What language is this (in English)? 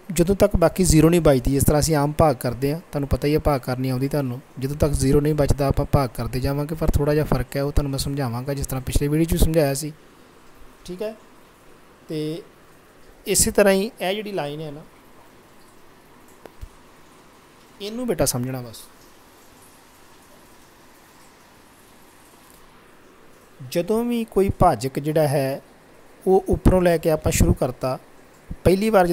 Punjabi